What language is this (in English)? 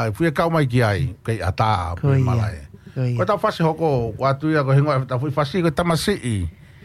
Tongan